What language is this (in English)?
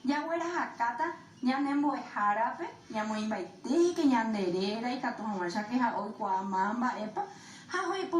Guarani